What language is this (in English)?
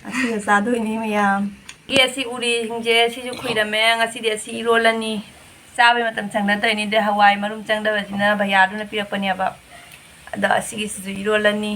Manipuri